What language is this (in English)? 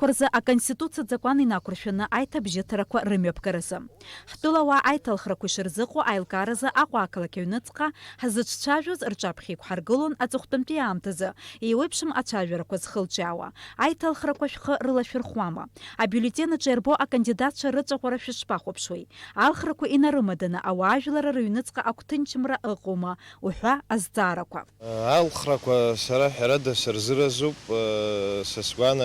Abkhazian